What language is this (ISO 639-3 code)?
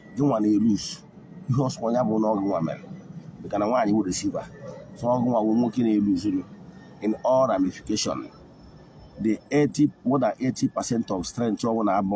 ibo